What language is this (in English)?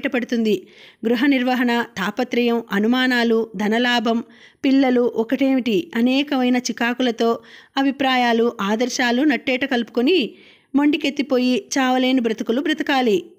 Telugu